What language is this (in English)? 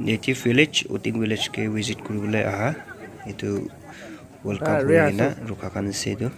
Naga Pidgin